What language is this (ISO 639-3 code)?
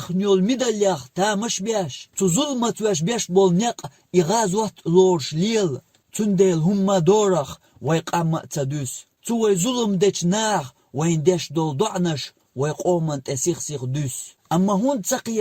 che